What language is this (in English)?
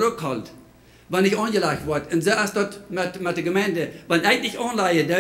Plautdietsch